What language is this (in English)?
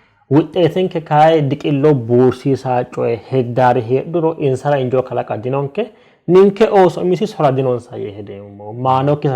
Sidamo